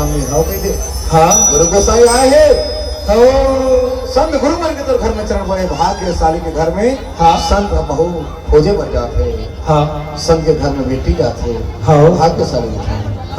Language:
Chhattisgarhi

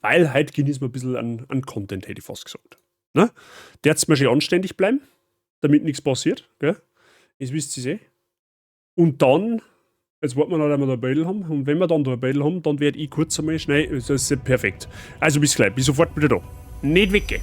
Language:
Bavarian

